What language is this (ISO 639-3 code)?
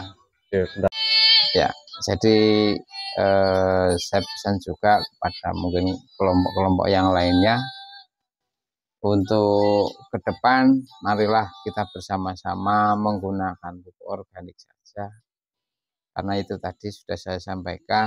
ind